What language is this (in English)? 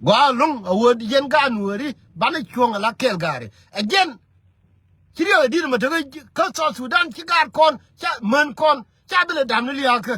Nuer